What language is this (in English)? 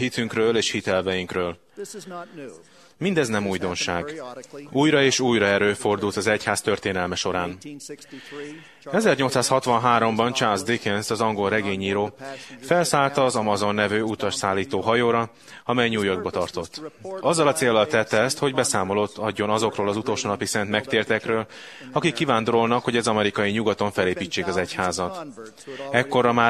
Hungarian